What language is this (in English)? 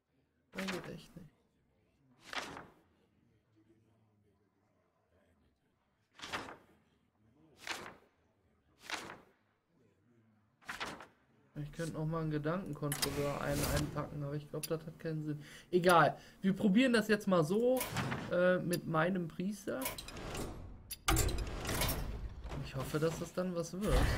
German